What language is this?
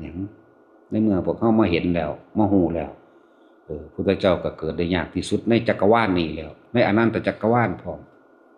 Northeastern Thai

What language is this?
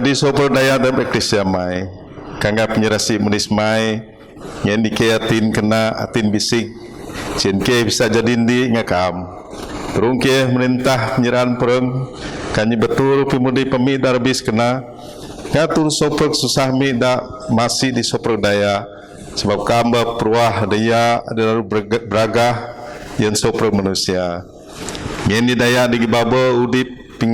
Biatah Bidayuh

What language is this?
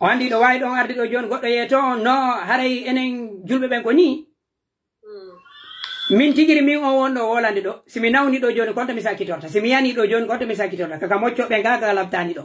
Pular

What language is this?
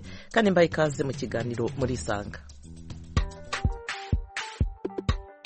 Kinyarwanda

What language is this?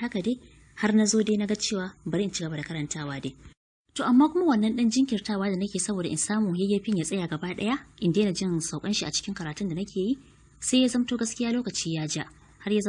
Hausa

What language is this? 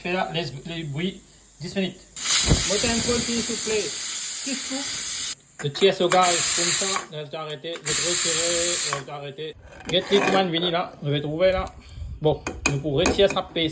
Morisyen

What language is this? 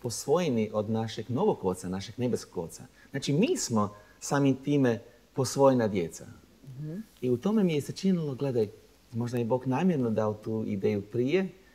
Croatian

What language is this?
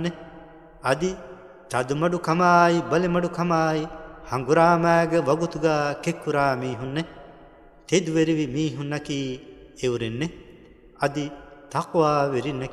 Divehi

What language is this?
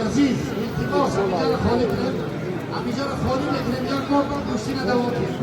Tajik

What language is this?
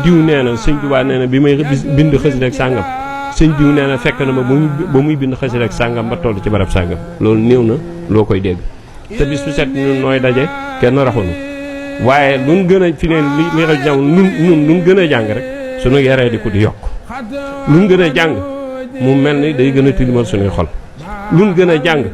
Wolof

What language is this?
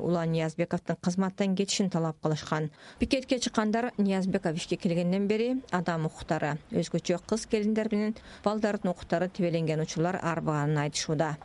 Kyrgyz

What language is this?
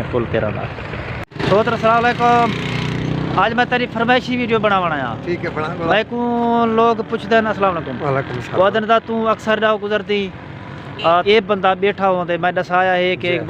Saraiki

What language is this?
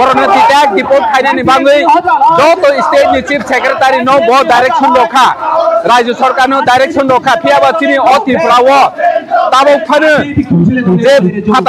Kok Borok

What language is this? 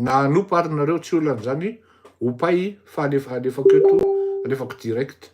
Malagasy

